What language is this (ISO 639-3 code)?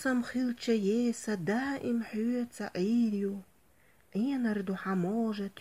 che